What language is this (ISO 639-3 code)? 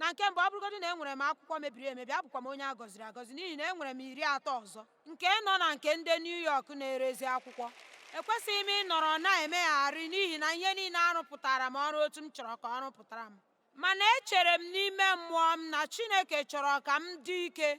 ibo